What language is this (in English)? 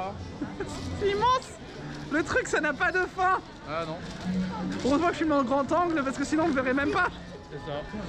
French